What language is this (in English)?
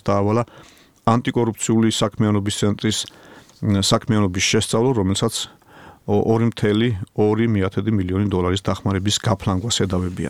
Georgian